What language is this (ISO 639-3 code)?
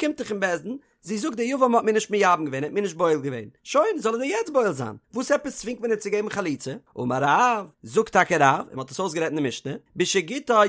yid